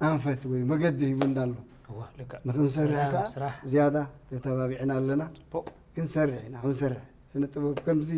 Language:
Tigrinya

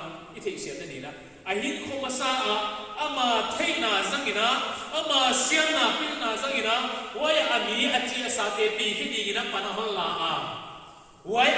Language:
Paite Chin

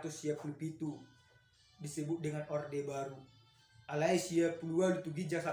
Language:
Batak Toba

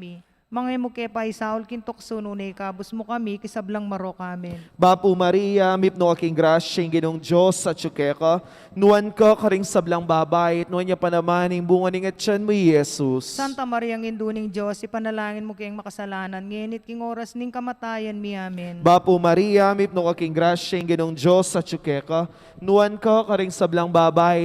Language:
Pampanga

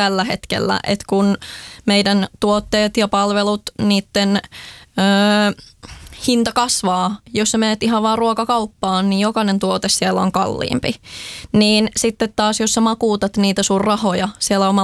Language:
Finnish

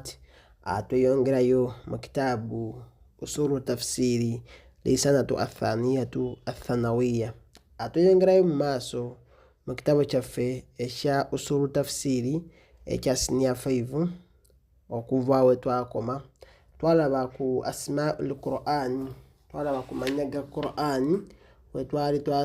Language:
Ganda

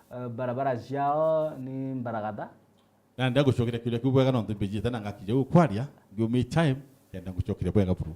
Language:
Meru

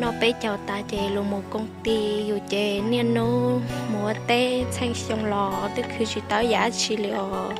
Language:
Hmong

